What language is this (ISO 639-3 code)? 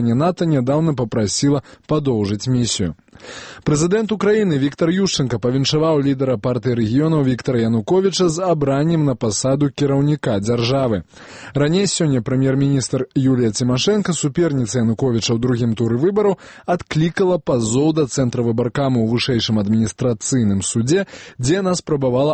bel